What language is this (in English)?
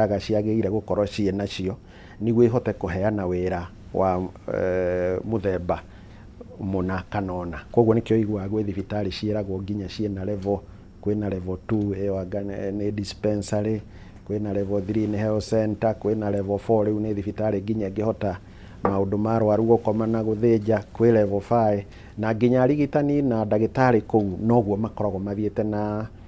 Kikuyu